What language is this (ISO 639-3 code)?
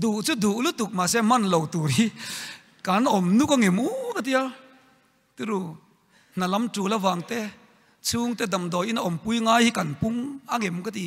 lus